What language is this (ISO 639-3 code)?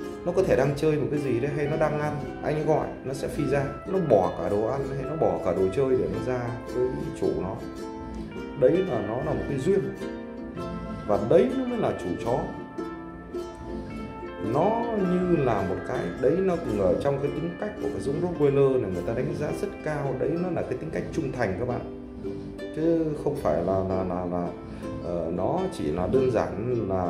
vie